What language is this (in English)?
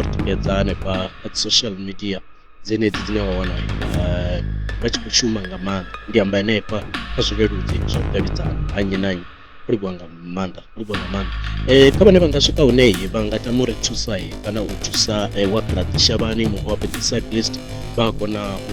Venda